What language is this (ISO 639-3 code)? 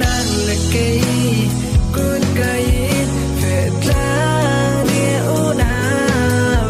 cfm